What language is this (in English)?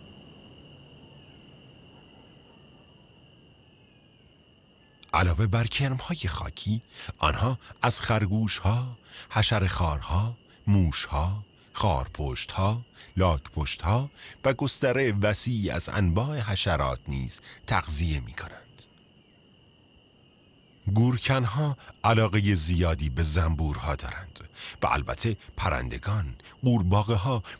Persian